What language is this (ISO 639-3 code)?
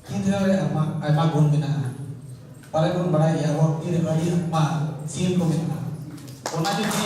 sat